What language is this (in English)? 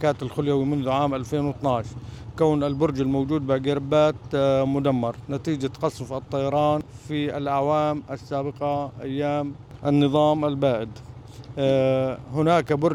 Arabic